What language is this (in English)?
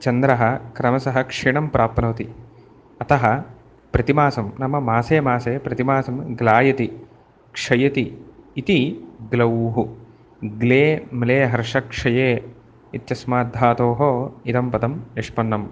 Sanskrit